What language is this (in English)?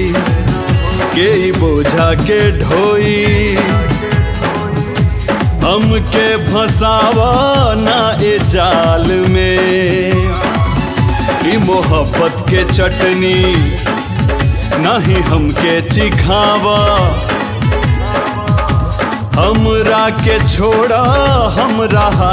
Bhojpuri